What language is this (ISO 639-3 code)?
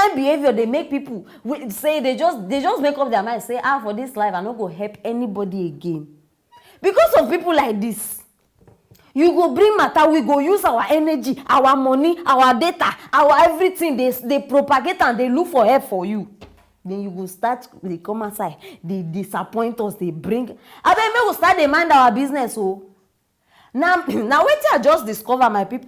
pcm